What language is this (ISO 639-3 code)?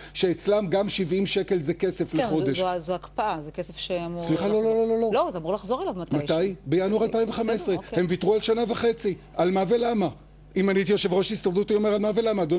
heb